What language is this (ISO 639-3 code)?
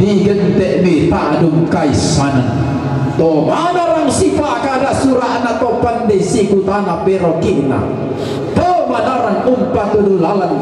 sda